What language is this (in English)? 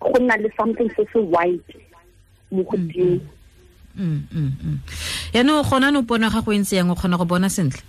Tswana